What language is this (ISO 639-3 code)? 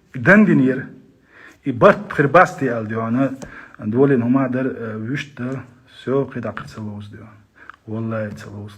che